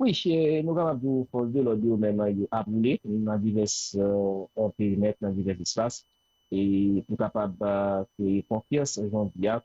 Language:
Haitian Creole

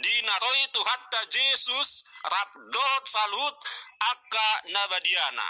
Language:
Batak Toba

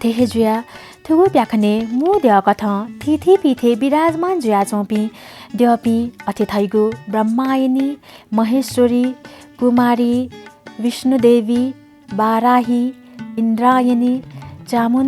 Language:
Newari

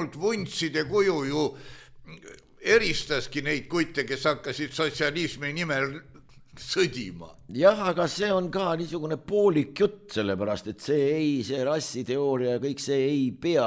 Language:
Estonian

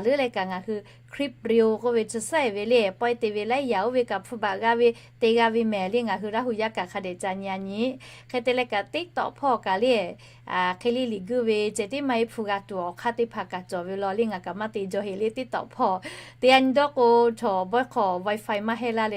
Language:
Lahu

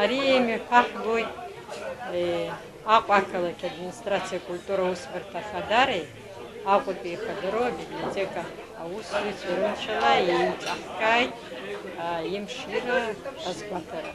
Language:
Abkhazian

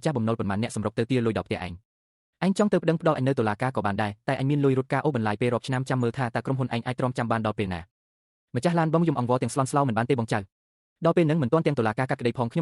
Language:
Khmer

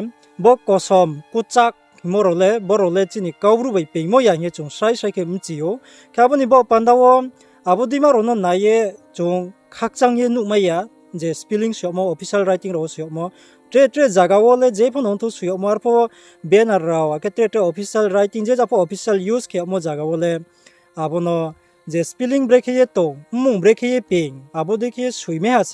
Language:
Riang (India)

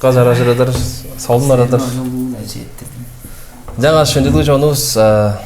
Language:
Tuvinian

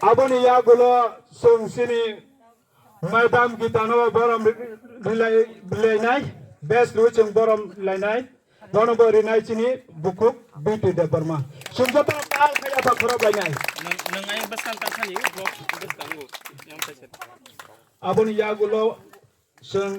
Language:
Kok Borok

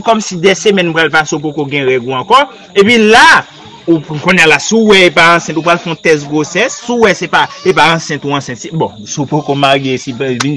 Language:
Haitian Creole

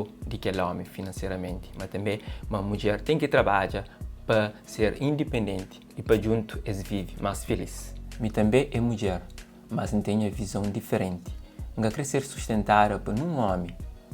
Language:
Kabuverdianu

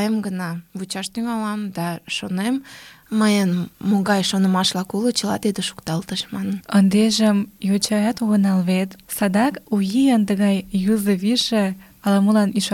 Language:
Mari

